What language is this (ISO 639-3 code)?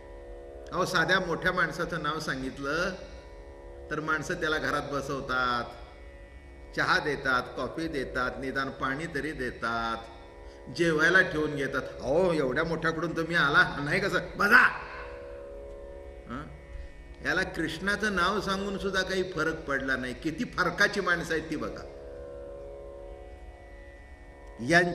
mar